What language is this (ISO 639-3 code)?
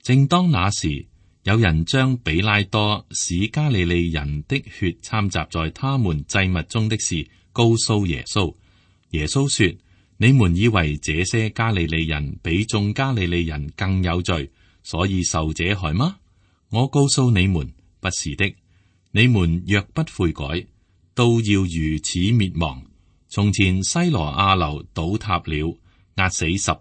yue